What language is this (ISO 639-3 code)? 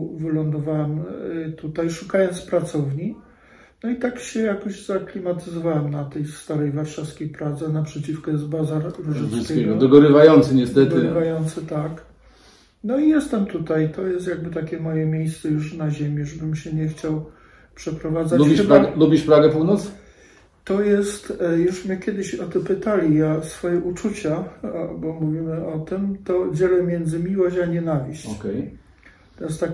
pol